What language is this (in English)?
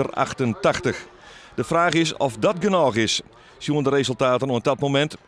Western Frisian